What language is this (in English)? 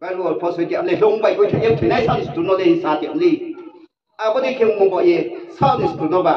Riang (India)